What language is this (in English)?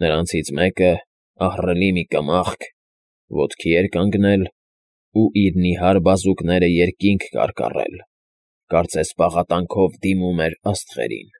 Armenian